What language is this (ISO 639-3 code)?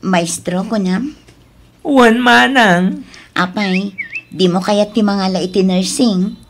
ilo